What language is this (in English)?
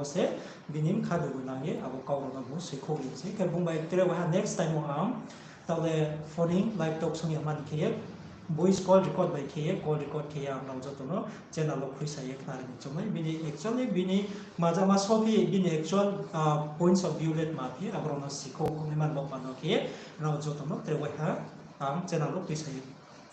Riang (India)